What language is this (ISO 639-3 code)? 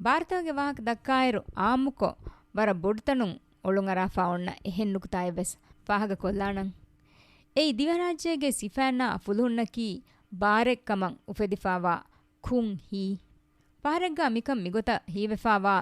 div